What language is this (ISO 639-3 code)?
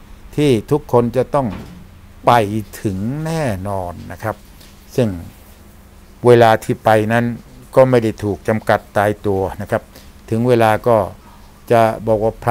tha